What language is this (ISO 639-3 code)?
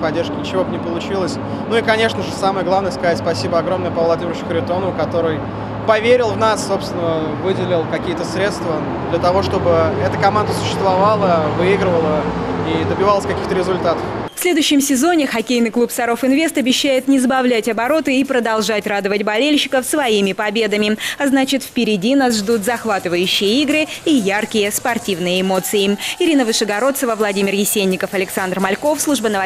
rus